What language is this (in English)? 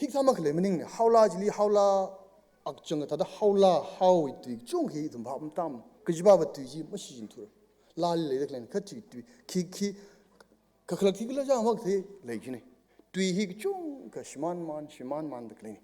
Tangkhul Naga (India)